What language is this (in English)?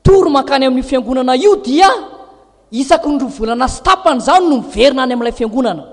Malagasy